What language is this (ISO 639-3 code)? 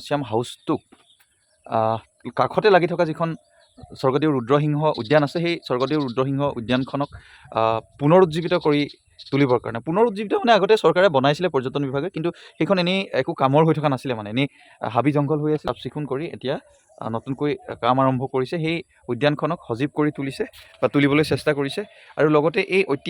asm